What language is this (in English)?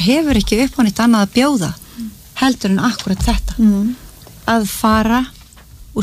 Icelandic